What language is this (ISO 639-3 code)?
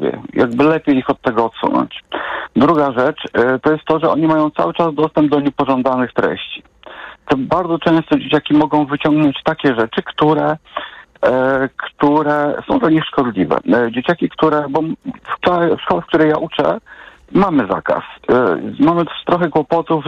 pol